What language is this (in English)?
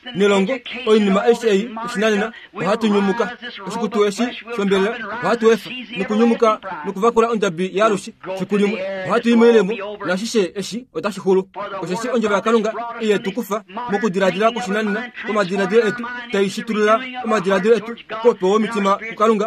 Kuanyama